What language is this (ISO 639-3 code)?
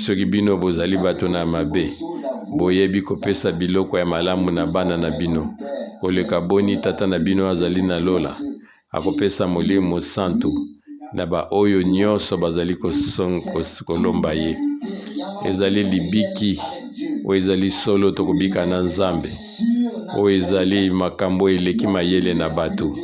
lin